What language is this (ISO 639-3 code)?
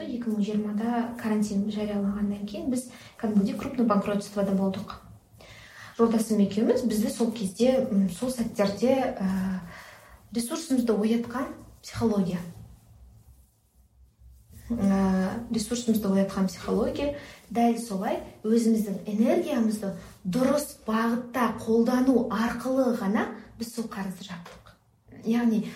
kaz